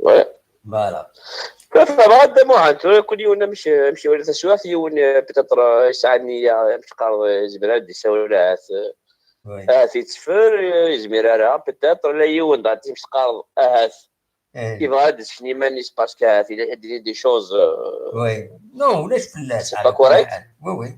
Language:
Kabyle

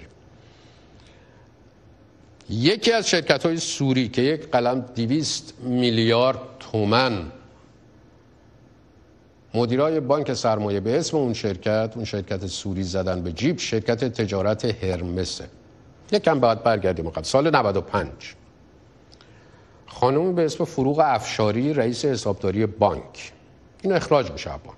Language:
Persian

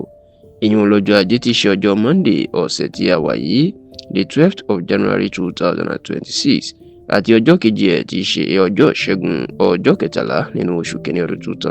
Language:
Yoruba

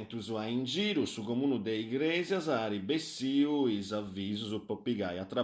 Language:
Sardinian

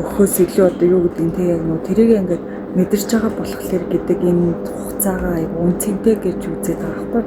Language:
Mongolian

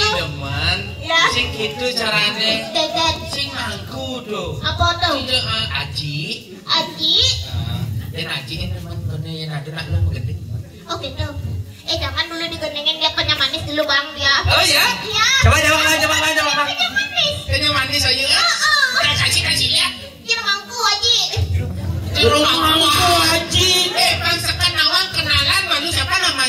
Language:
Balinese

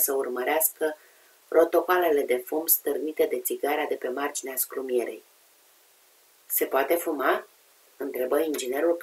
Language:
Romanian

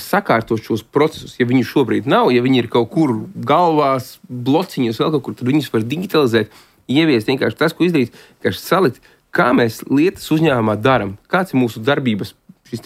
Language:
Latvian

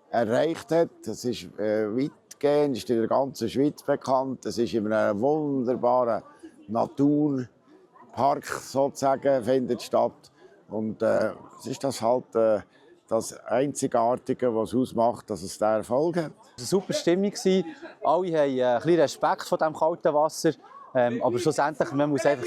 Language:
Swiss German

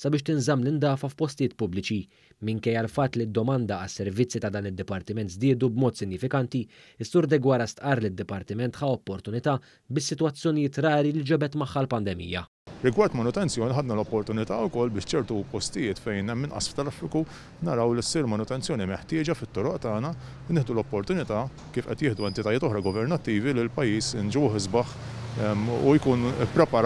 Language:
Maltese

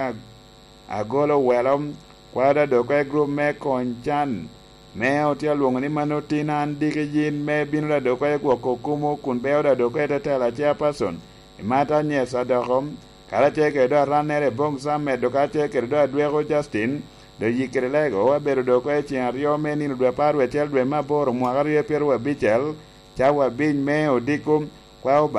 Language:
Lango (Uganda)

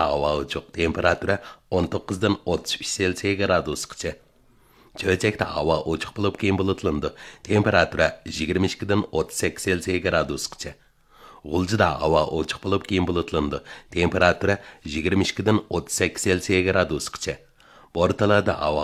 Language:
Uyghur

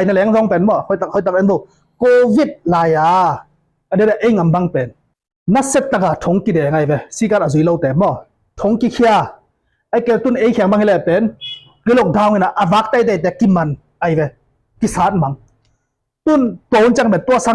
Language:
Tedim Chin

